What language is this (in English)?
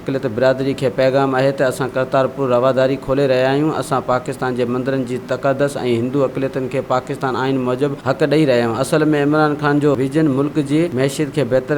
Sindhi